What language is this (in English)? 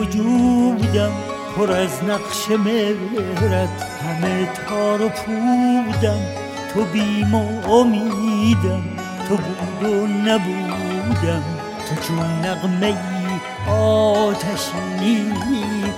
Persian